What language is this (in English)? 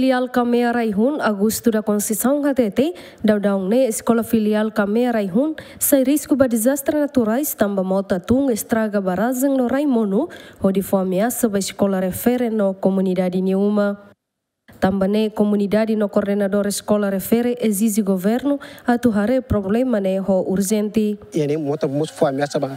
Tetum